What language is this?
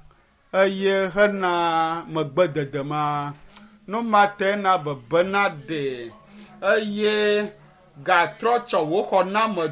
Ewe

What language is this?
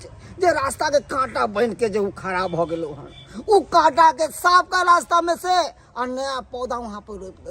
Maithili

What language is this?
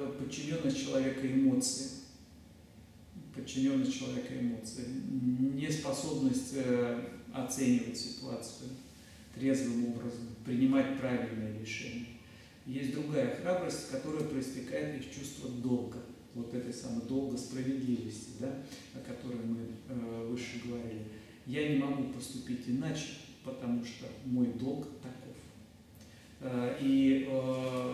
Russian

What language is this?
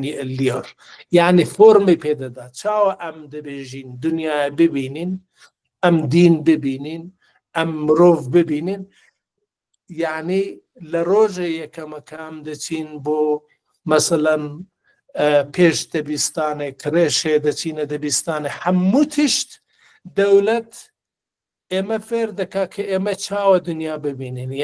Kurdish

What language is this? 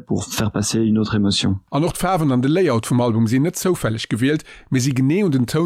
Luxembourgish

